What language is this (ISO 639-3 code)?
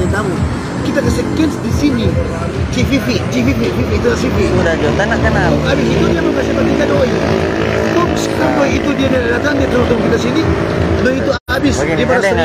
xmm